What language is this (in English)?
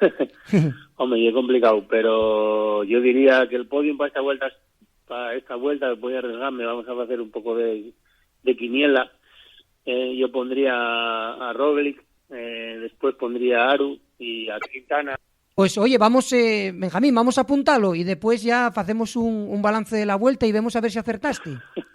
Asturian